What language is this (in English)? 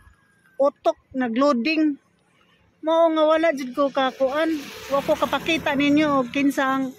Cebuano